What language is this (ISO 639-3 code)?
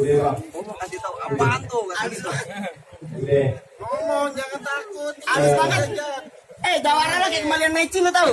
bew